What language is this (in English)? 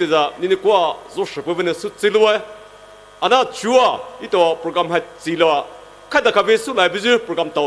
Poumei Naga